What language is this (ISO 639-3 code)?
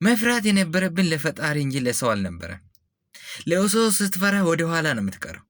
amh